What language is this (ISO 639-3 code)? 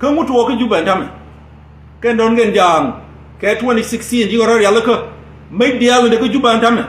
nus